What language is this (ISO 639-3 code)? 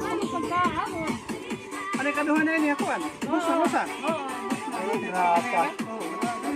war